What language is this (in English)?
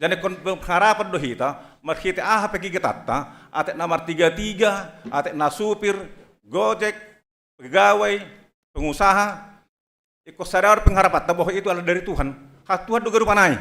Batak Simalungun